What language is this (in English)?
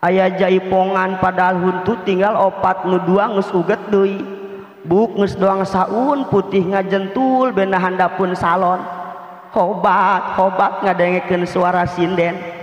Sundanese